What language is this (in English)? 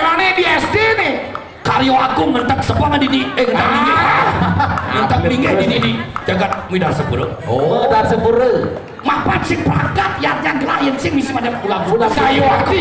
Balinese